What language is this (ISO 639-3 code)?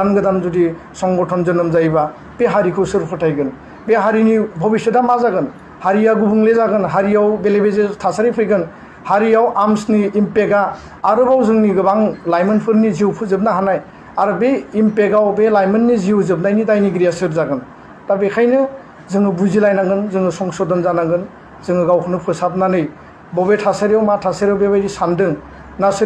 brx